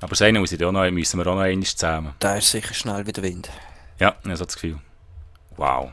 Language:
Swiss German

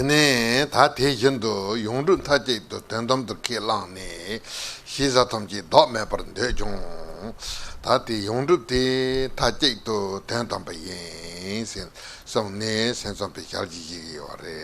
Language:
Tibetan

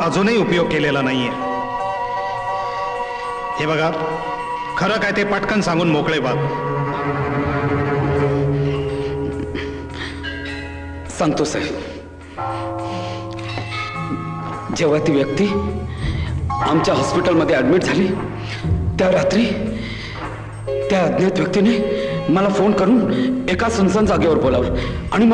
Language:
Marathi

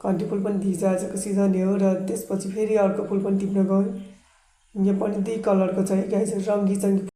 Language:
Nepali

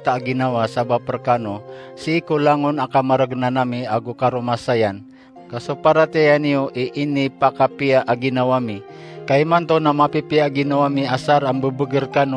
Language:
Maranao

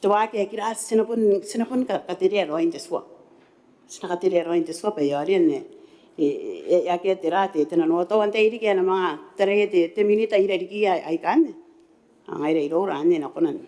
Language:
Gilbertese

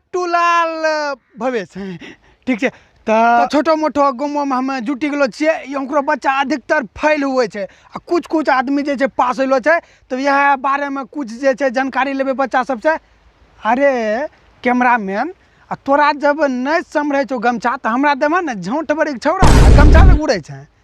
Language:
Maithili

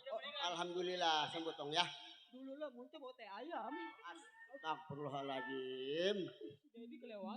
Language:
Betawi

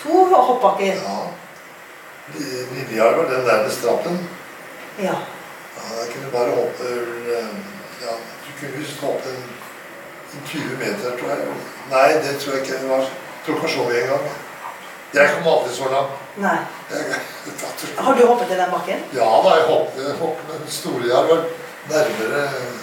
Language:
Norwegian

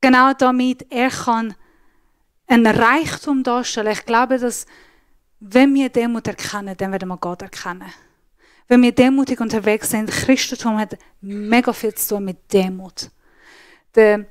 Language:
Swiss German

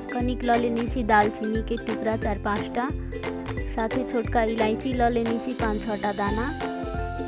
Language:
Maithili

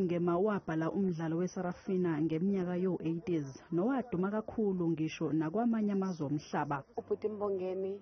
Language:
Zulu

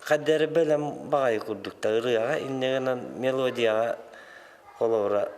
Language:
Yakut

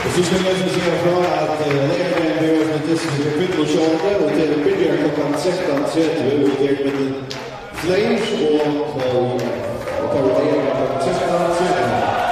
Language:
Faroese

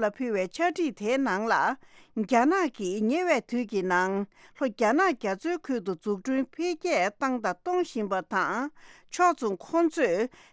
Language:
Tibetan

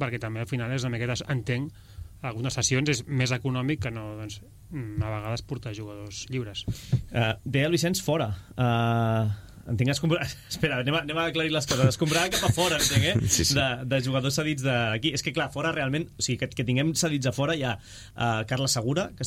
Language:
Catalan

